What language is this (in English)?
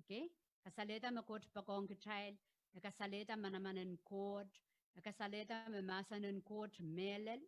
Pohnpeian